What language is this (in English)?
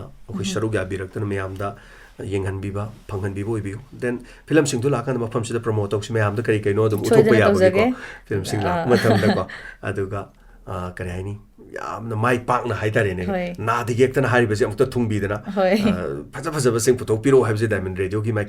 Manipuri